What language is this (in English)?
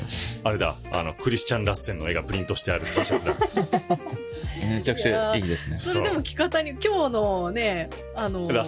Japanese